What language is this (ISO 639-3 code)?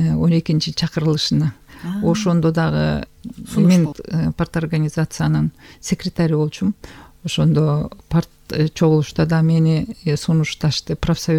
kir